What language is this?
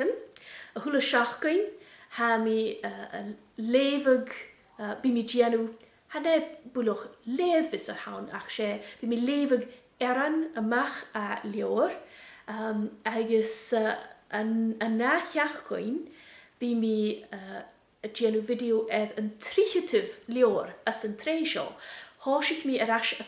Scottish Gaelic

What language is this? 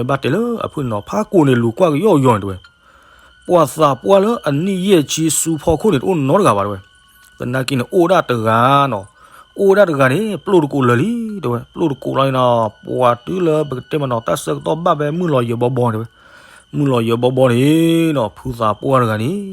S'gaw Karen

